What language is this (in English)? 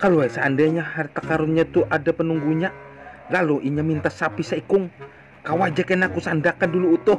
Banjar